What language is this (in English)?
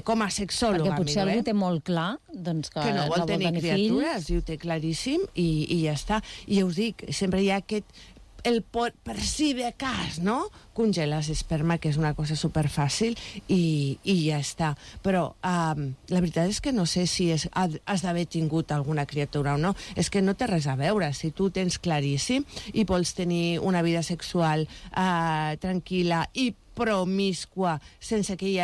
Catalan